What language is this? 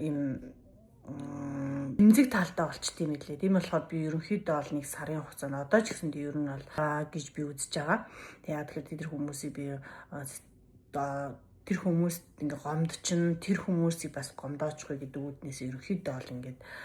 Mongolian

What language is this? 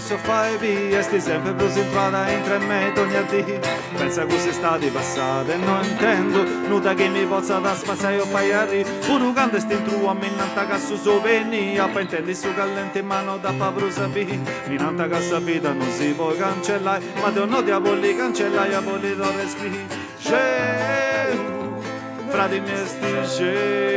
Sardinian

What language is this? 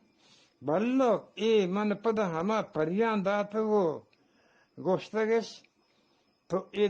Eastern Balochi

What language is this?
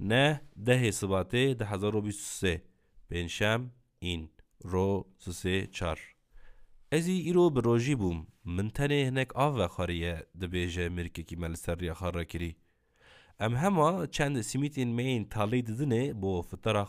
Kurdish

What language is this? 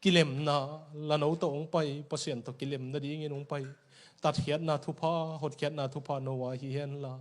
Tedim Chin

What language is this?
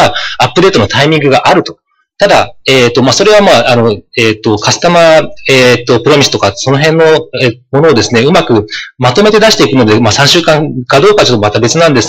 Japanese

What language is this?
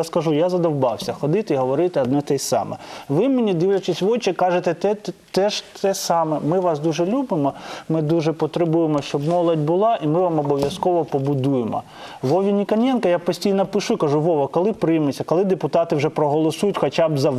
Ukrainian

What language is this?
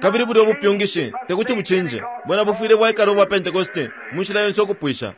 Bemba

